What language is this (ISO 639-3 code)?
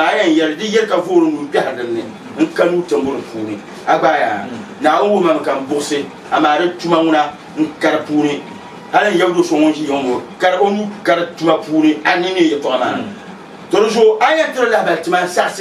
dag